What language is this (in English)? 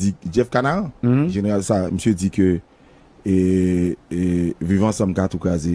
Haitian Creole